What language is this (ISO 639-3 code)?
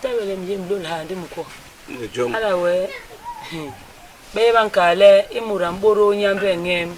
bas